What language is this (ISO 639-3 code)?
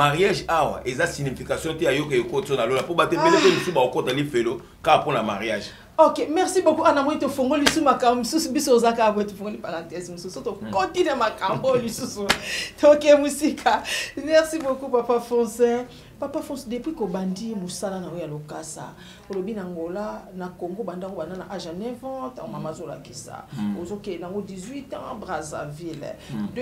lin